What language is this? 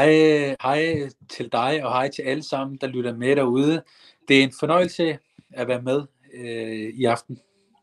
Danish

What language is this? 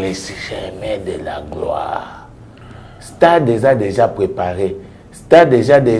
Lingala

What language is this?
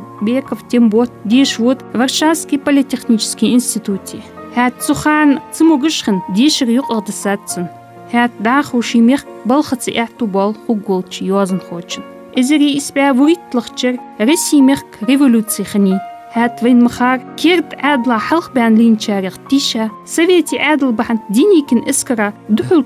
Ingush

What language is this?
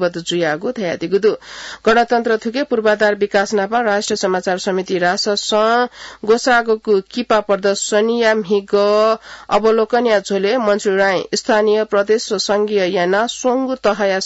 Newari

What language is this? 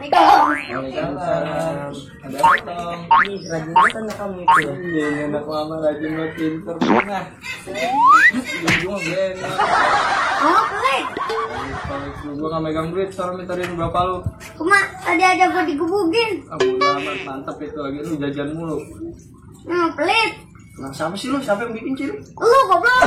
Betawi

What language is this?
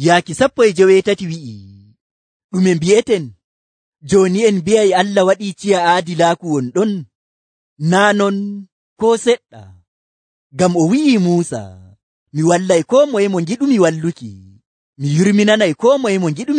Nigerian Fulfulde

